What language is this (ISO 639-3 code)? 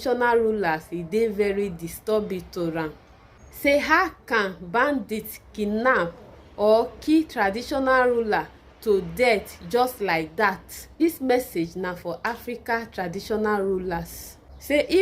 pcm